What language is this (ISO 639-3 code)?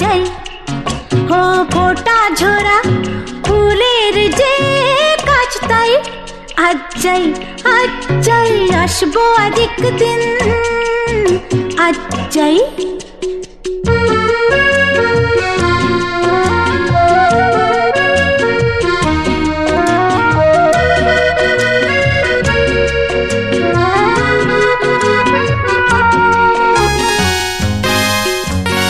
ben